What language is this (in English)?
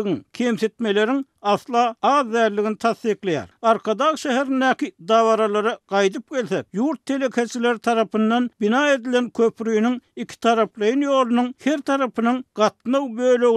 Turkmen